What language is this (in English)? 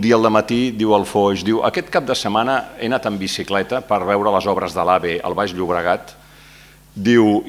Catalan